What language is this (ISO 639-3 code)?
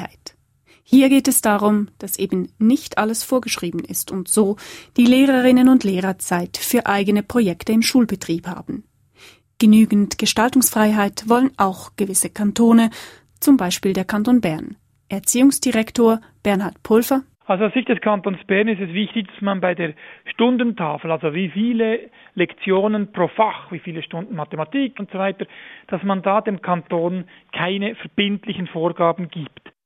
deu